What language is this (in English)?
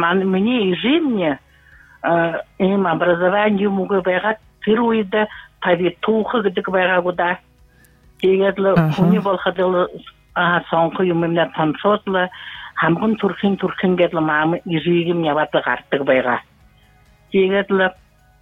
Buriat